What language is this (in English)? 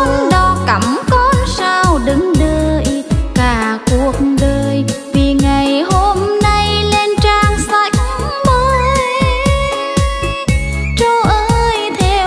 Vietnamese